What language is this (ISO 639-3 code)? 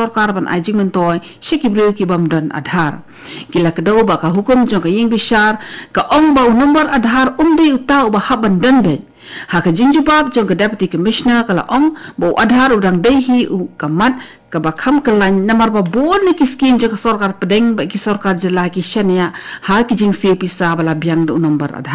kha